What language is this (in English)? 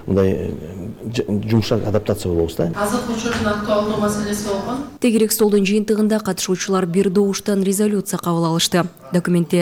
Kyrgyz